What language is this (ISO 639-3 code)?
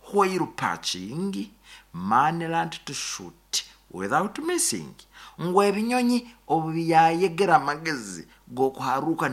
nyn